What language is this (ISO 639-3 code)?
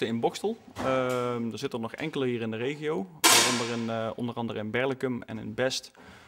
nld